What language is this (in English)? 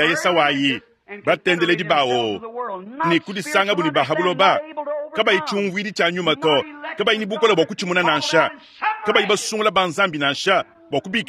Luba-Lulua